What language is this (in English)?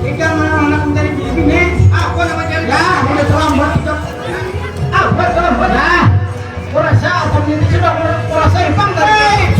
Banjar